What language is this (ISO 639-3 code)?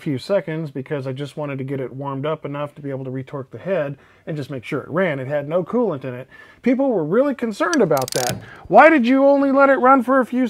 eng